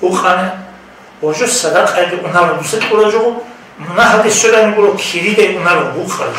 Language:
Avaric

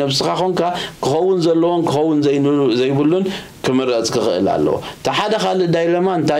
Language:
Tigrinya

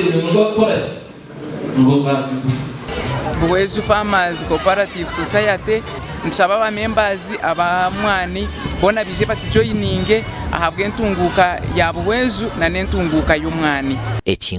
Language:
Nyankole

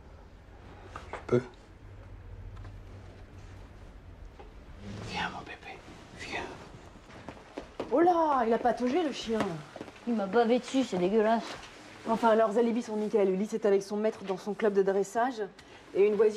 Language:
French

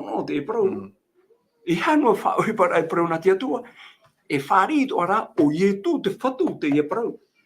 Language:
Tahitian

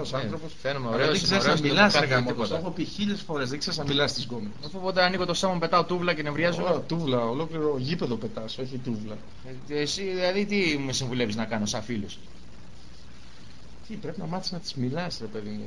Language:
Greek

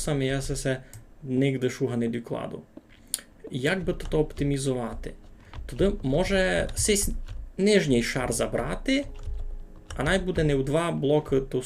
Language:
Rusyn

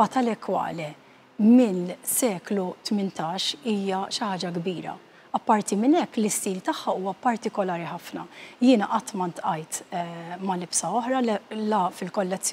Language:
Maltese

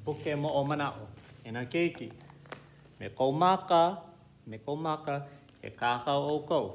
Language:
Hawaiian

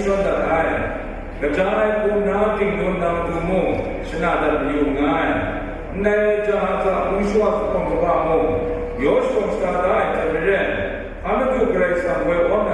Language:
Kachin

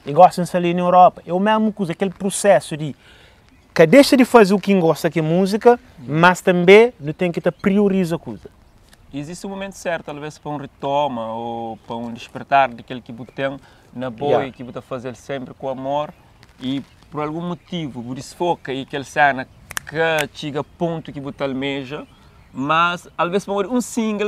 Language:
Kabuverdianu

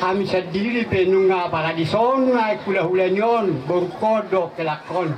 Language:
Batak Toba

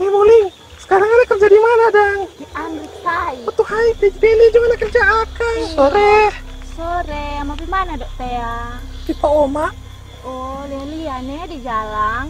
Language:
Manado Malay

